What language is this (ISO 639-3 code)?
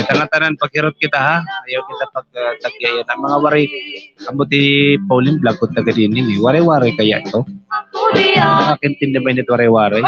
war